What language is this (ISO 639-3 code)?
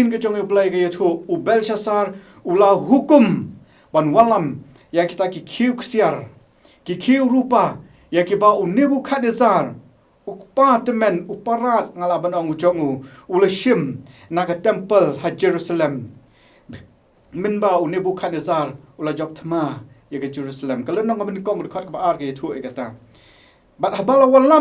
kha